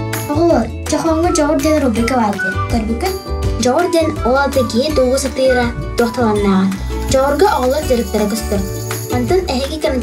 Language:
Yakut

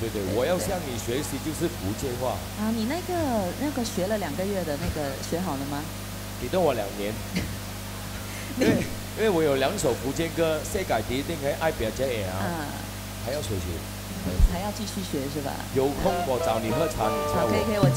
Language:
Chinese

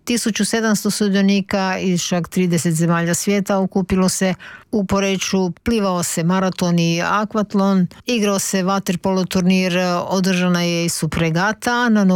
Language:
Croatian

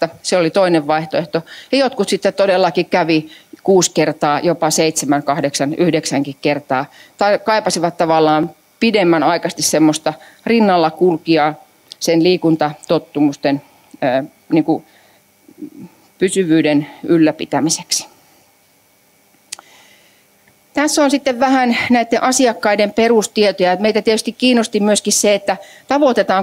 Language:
Finnish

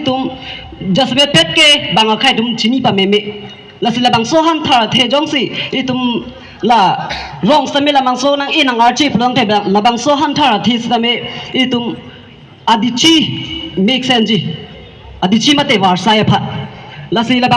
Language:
Karbi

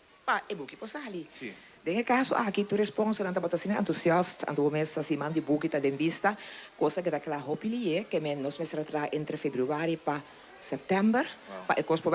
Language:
Papiamento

